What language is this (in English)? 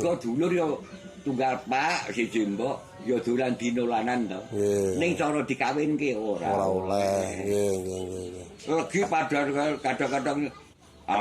Javanese